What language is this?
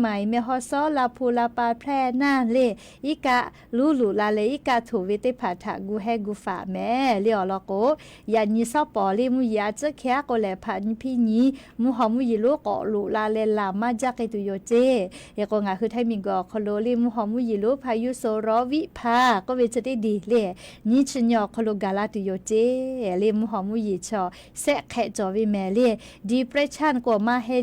Lahu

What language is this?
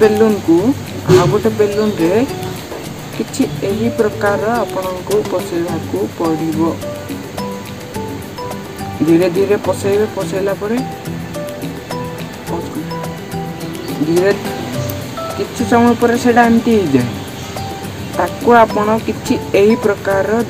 Odia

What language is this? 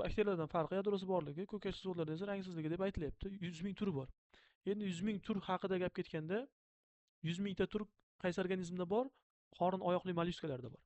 Uzbek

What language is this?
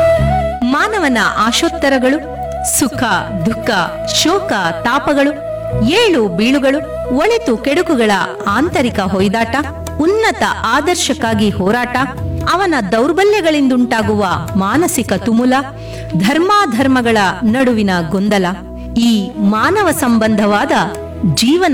Kannada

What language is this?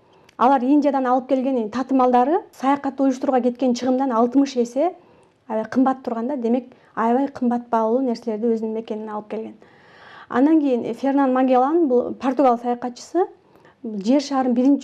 Kyrgyz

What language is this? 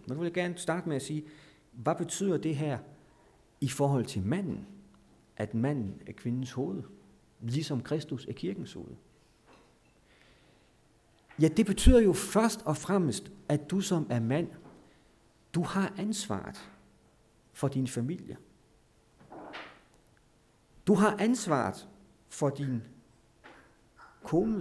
Danish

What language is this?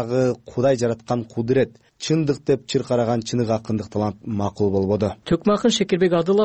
Kyrgyz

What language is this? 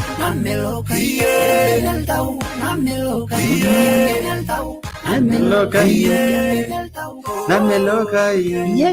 Masai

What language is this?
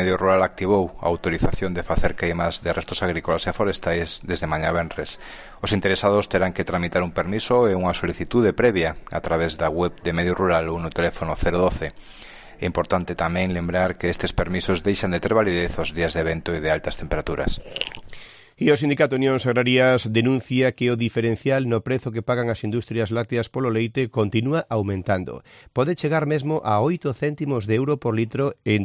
Galician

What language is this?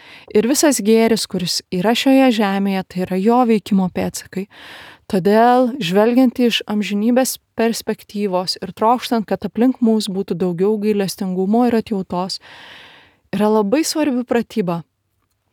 Lithuanian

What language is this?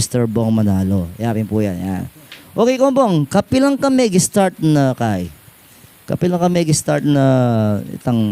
Pampanga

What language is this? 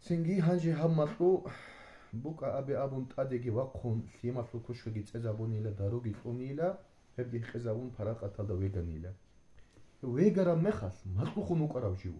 Avaric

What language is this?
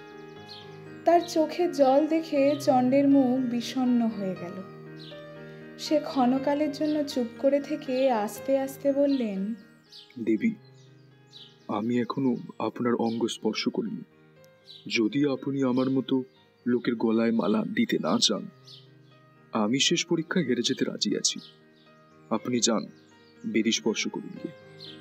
Bangla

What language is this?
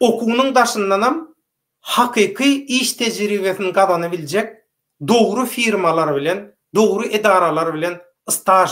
Turkmen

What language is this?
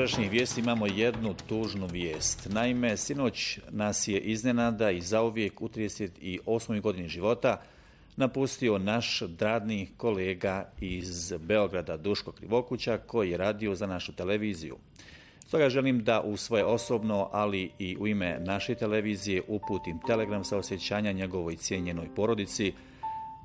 Bosnian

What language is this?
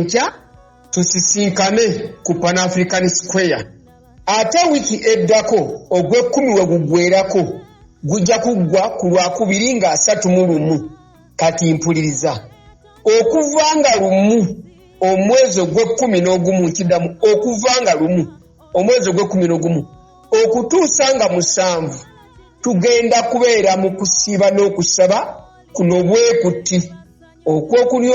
Ganda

